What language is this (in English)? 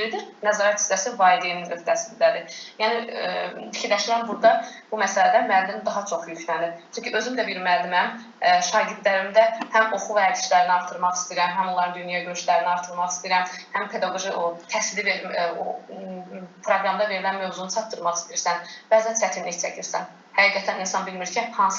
Azerbaijani